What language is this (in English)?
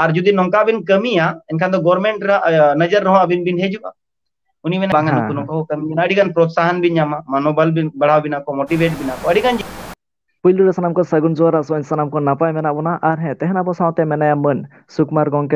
Santali